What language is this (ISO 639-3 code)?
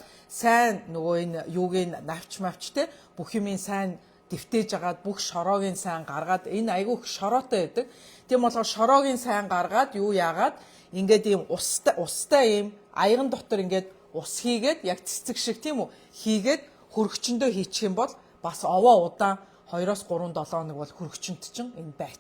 mon